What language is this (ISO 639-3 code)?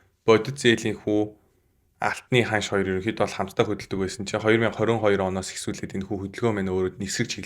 mon